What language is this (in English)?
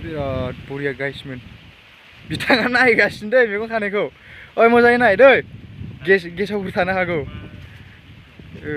Bodo